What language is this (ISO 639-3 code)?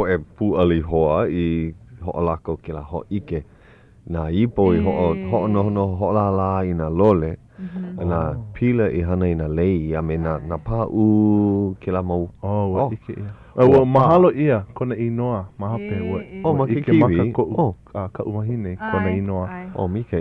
haw